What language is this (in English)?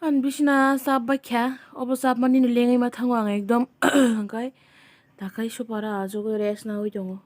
Kok Borok